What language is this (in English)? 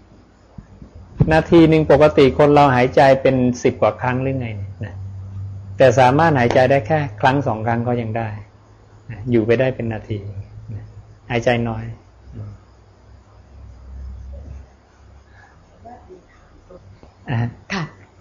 Thai